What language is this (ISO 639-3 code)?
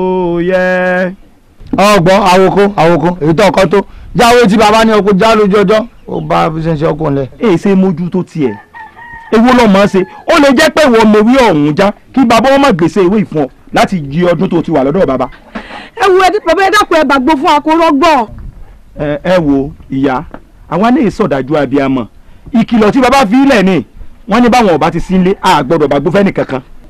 yor